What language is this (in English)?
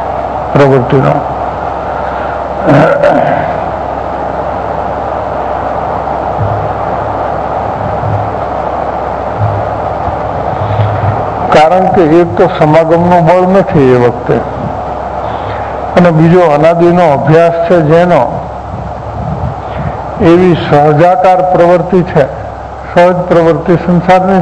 Gujarati